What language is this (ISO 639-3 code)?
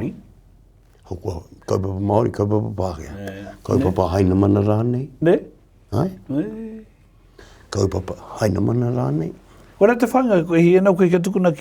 mri